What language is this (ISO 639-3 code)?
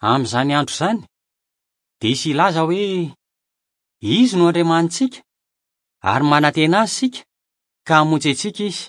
mlg